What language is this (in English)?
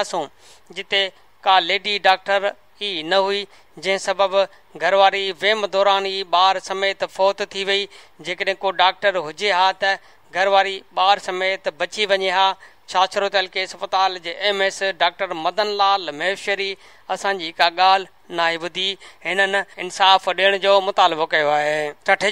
Sindhi